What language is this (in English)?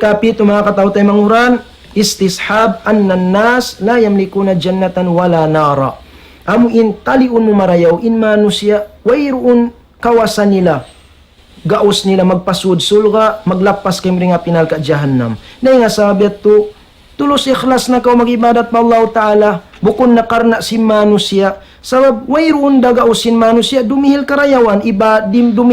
Tausug